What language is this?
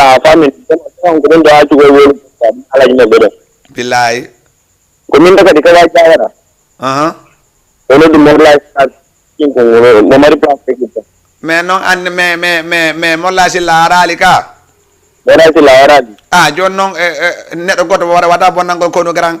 Fula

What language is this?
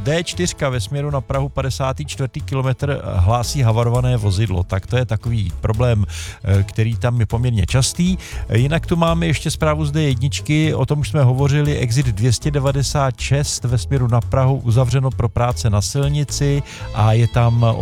Czech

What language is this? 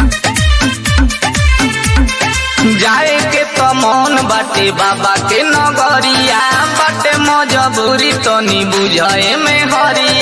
Bhojpuri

